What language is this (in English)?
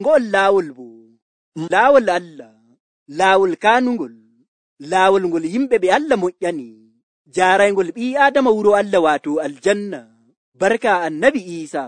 Nigerian Fulfulde